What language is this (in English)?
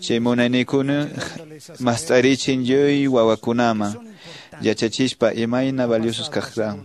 Quechua